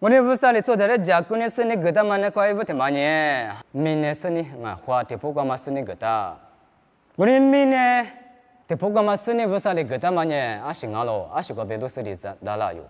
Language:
Lisu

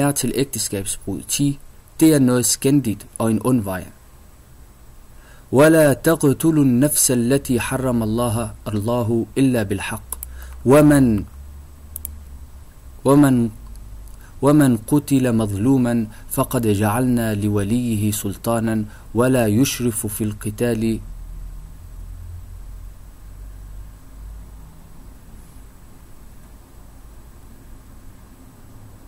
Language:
Danish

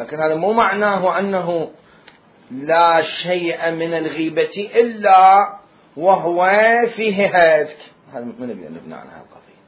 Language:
Mesopotamian Arabic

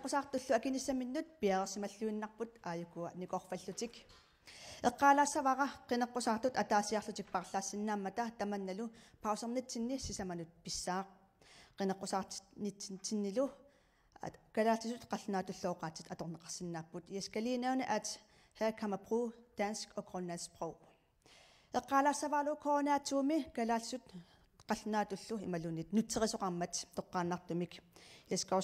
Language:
Kalaallisut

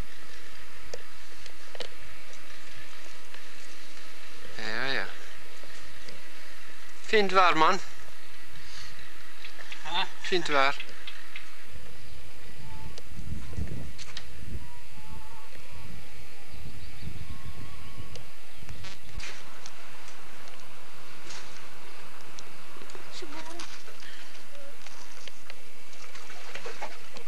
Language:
Norwegian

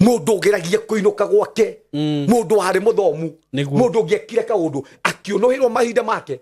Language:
Kikuyu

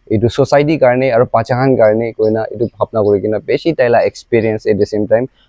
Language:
Naga Pidgin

